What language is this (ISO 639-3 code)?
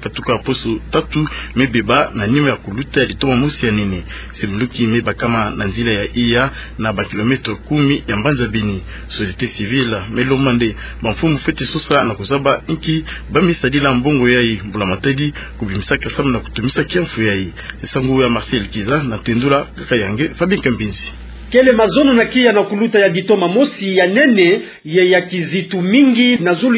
ktu